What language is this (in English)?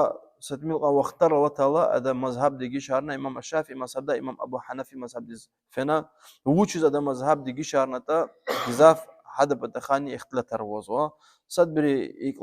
Lezghian